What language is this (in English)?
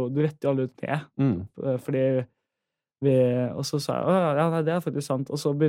Norwegian